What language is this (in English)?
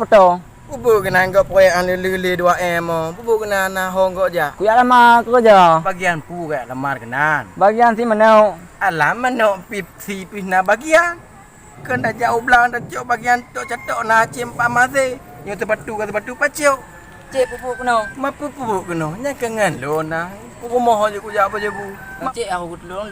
Achinese